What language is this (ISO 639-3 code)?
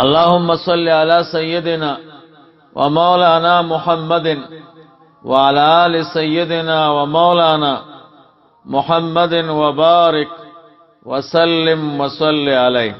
pus